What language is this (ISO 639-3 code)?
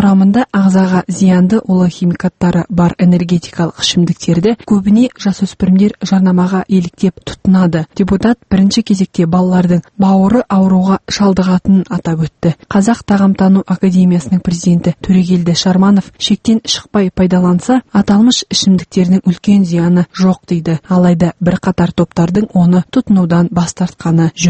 kaz